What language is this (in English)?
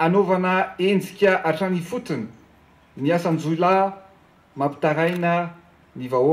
Malagasy